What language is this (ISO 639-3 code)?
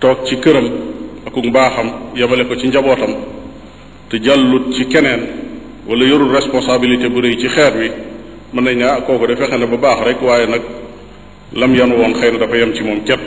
wol